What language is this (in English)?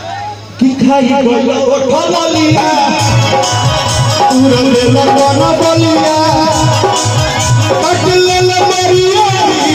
Bhojpuri